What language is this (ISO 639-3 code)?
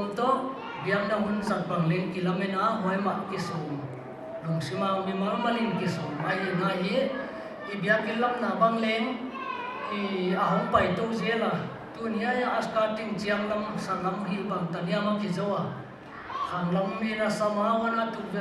pck